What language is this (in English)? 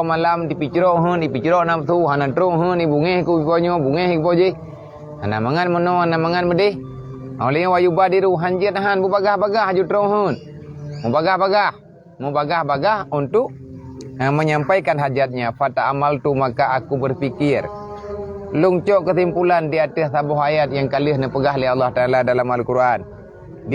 Achinese